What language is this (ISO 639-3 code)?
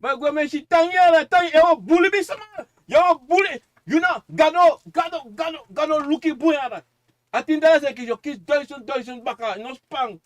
srn